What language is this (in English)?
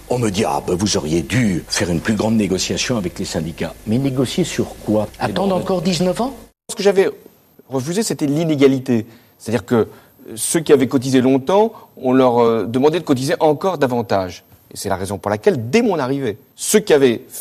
French